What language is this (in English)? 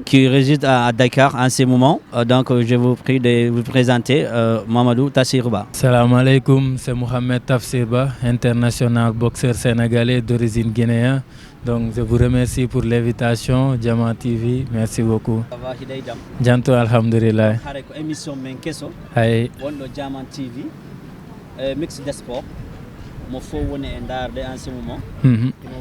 Fula